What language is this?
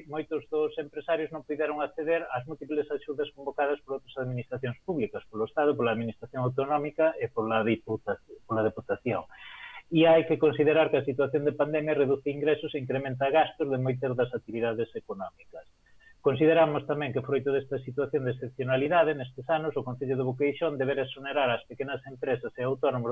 Galician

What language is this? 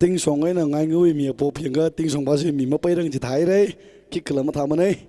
Tangkhul Naga (India)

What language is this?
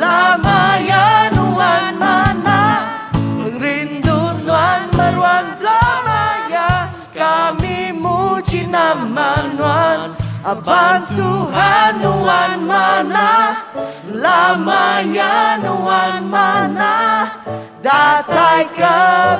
Iban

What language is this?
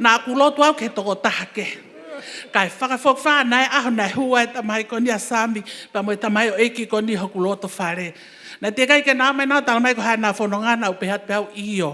Tongan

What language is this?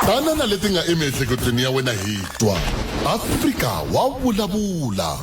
Tsonga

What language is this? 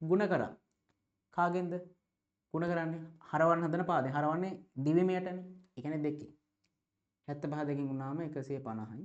Sinhala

